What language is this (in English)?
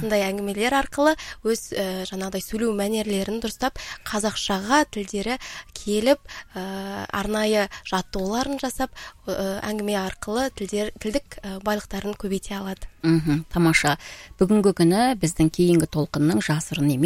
Kazakh